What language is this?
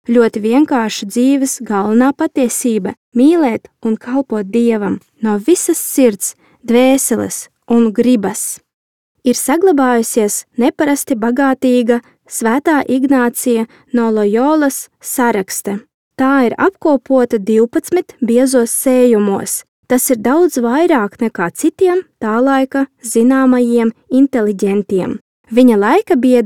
Latvian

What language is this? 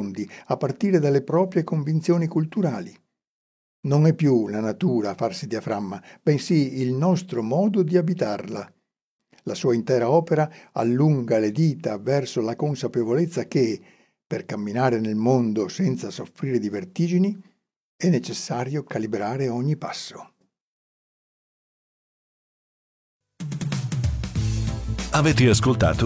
Italian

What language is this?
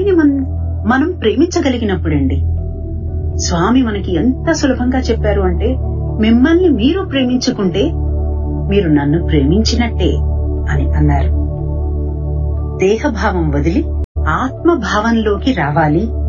Telugu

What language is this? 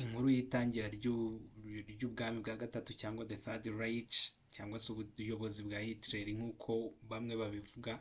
Kinyarwanda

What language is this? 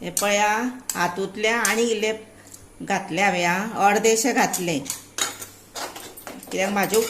Konkani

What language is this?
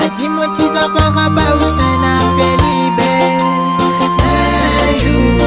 Réunion Creole French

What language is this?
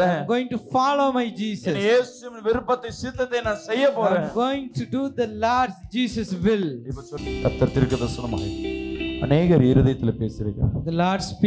Tamil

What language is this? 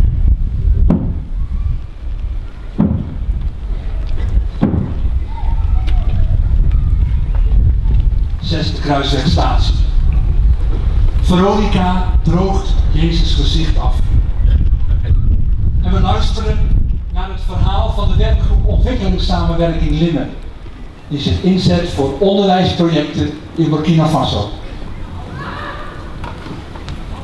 Dutch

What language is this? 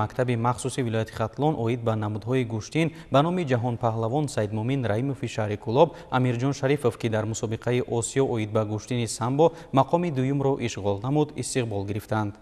Tajik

